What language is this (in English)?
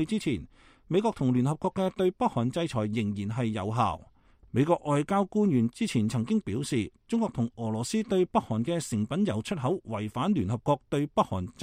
Cantonese